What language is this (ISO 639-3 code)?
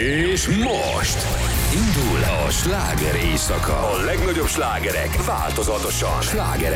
hun